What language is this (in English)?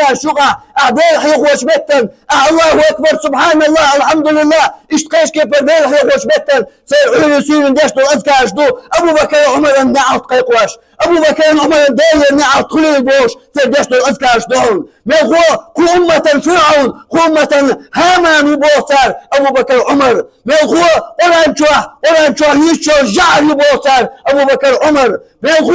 Chechen